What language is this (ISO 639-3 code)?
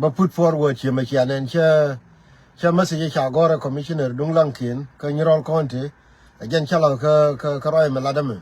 nus